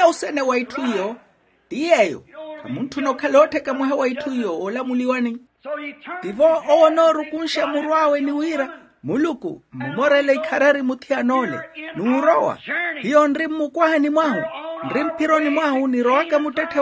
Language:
Makhuwa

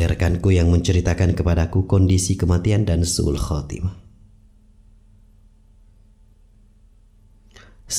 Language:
Indonesian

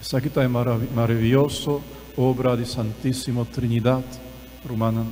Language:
Papiamento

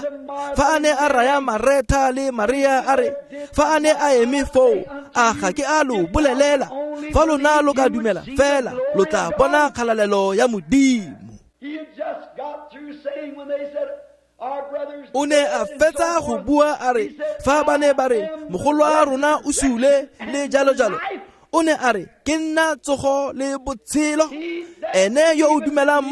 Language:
Tswana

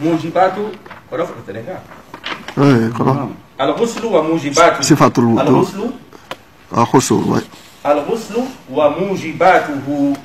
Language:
Fula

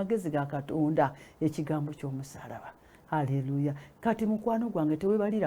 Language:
Ganda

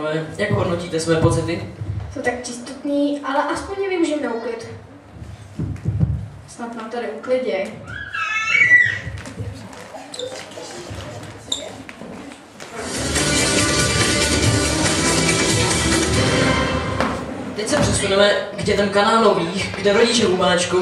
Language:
Czech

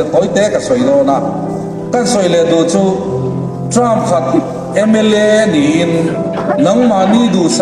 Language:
Hmar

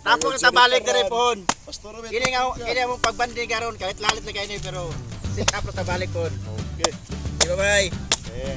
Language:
Cebuano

